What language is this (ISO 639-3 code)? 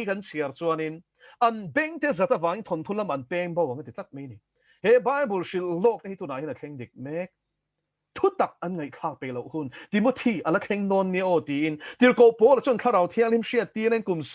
lus